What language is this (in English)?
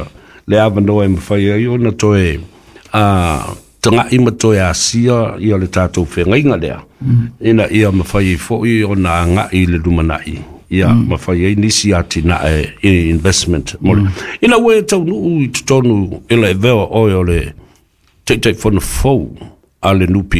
Samoan